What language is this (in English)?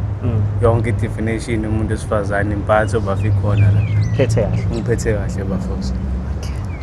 Zulu